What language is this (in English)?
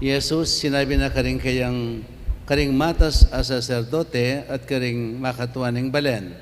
Pampanga